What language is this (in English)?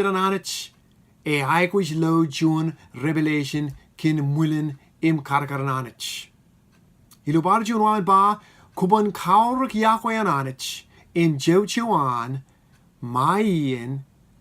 Marshallese